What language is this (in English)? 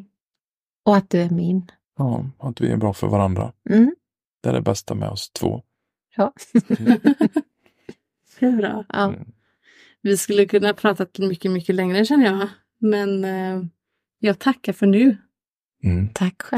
Swedish